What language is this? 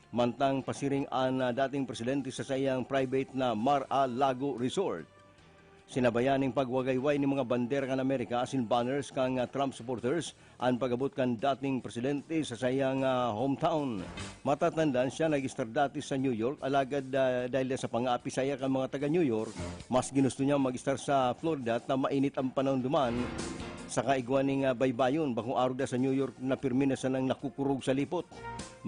Bikol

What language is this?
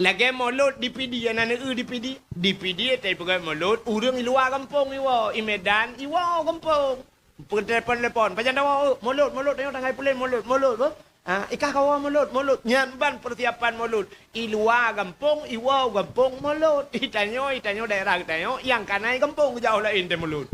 Achinese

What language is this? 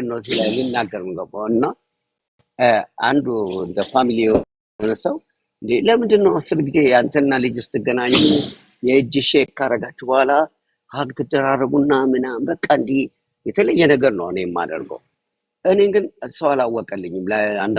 Amharic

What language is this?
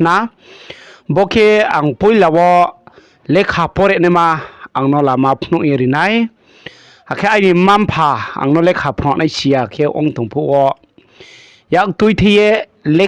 Riang (India)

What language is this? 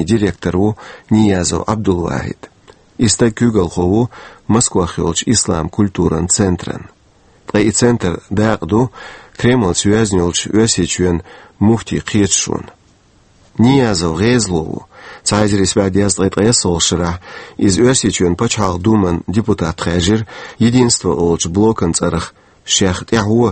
Chechen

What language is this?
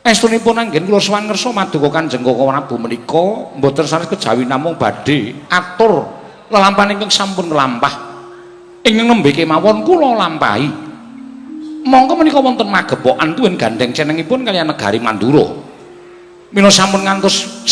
Javanese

